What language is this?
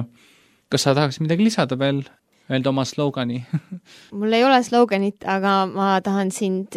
Estonian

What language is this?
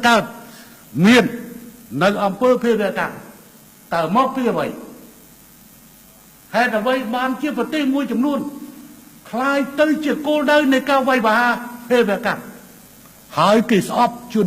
Khmer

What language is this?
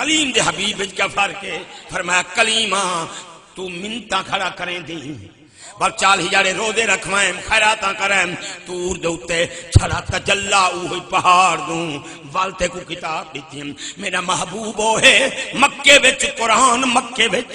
Saraiki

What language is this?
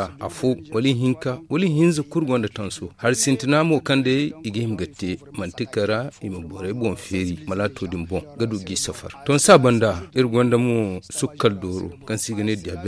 Zarma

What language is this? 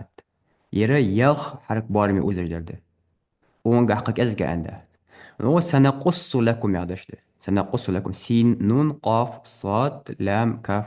Ingush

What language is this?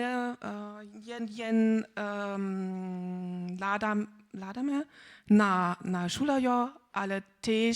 Upper Sorbian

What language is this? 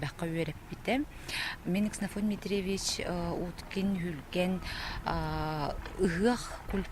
Yakut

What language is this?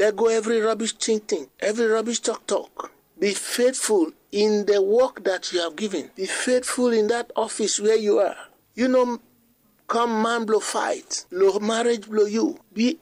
Bislama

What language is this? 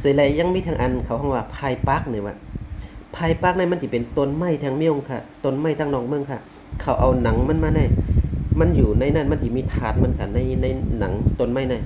Shan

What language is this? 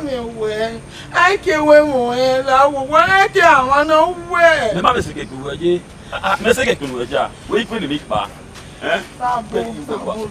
Bini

